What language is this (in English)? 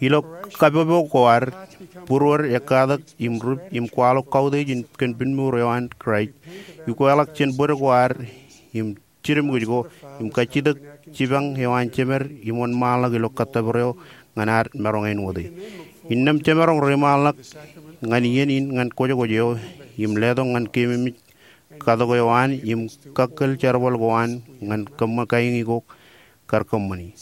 Marshallese